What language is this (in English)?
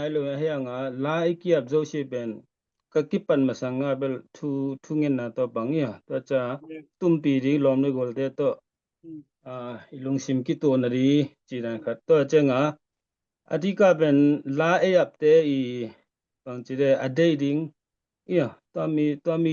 Tedim Chin